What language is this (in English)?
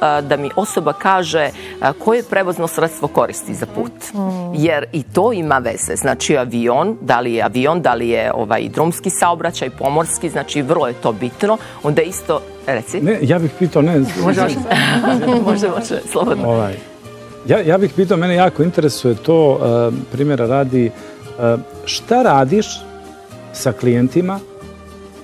Serbian